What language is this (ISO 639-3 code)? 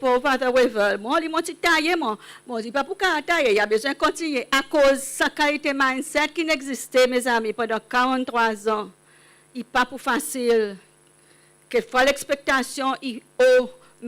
crs